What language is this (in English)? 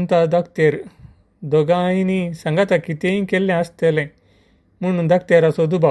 Konkani